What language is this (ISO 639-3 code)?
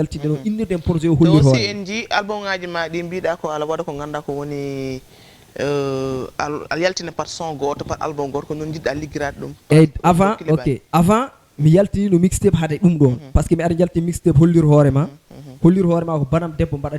ful